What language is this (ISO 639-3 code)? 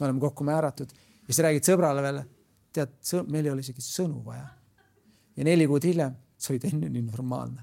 est